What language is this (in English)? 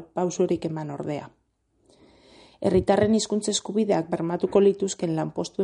Basque